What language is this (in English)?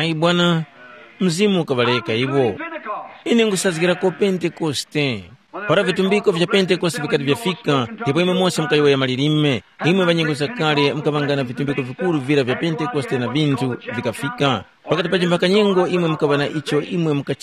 Tumbuka